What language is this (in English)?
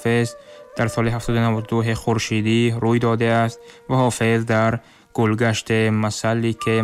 Tajik